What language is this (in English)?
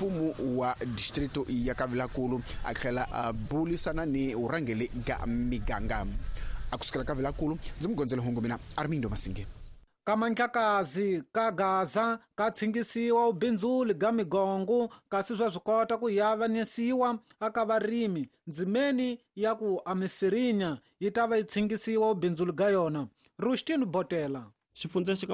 Tsonga